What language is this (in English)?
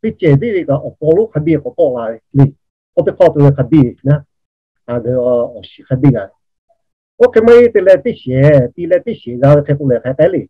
Lahu